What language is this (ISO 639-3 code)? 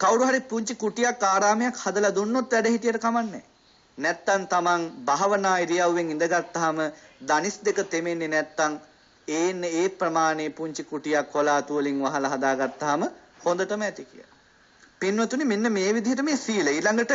sin